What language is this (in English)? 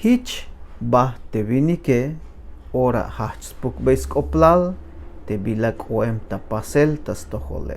Tzeltal